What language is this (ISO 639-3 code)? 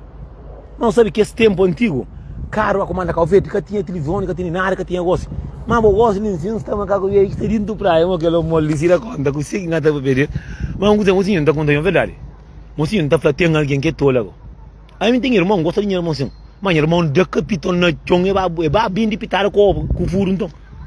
kea